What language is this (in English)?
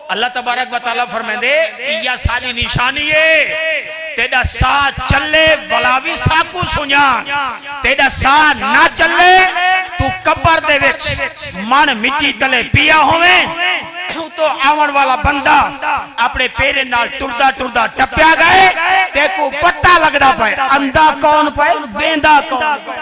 Saraiki